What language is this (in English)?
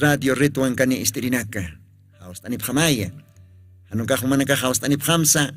Aymara